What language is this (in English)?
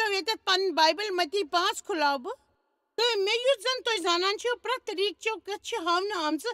Kashmiri